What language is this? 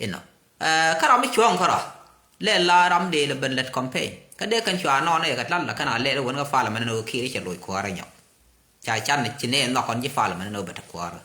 Nuer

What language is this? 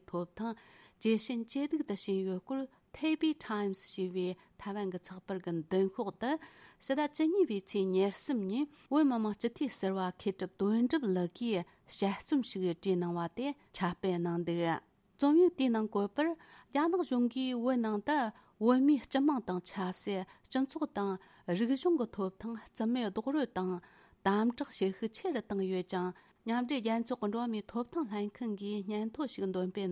Tibetan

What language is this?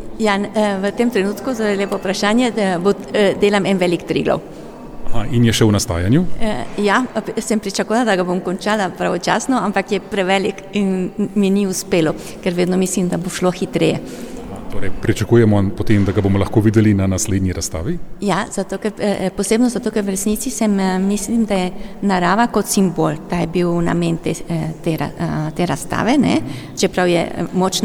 Slovenian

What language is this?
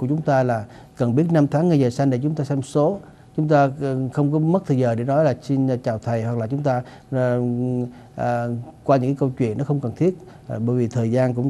Vietnamese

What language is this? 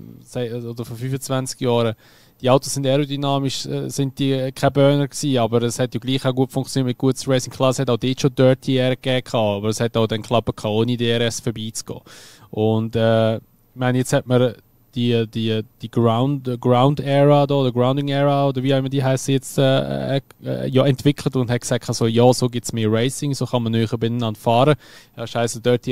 Swiss German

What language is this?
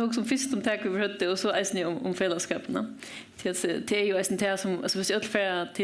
Faroese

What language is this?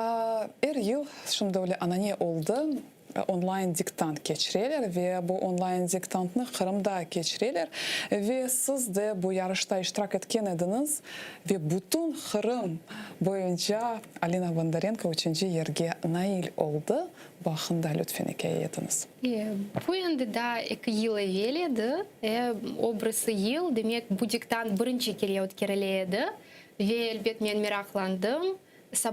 Crimean Tatar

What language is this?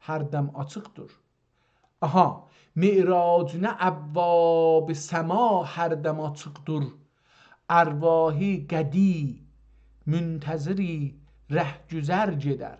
South Azerbaijani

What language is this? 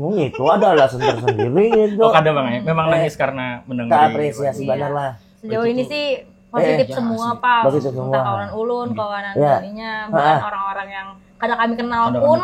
Banjar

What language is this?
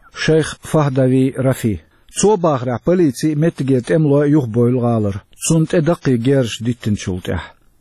Chechen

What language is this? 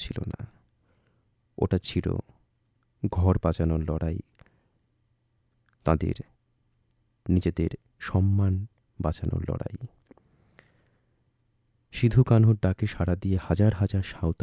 Bangla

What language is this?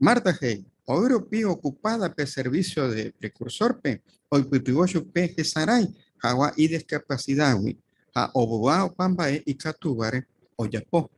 Guarani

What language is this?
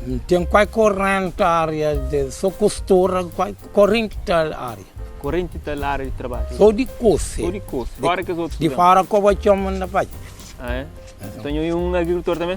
Kabuverdianu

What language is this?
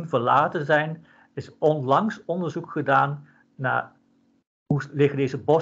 Dutch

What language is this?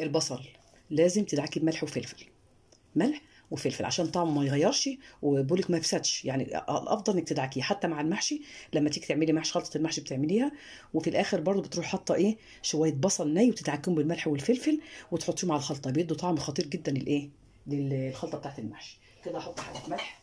Egyptian Arabic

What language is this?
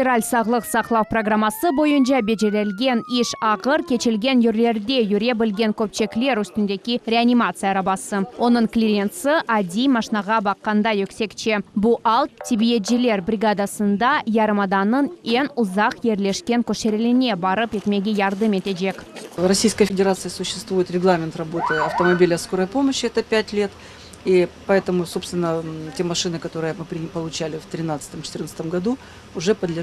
Crimean Tatar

